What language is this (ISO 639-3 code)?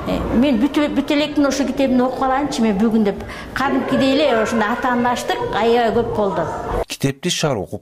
kir